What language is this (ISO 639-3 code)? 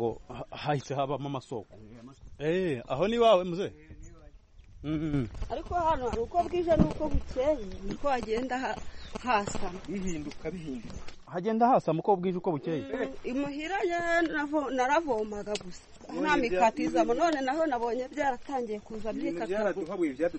kin